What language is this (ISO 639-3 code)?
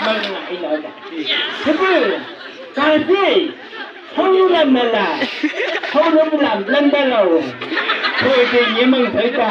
nbc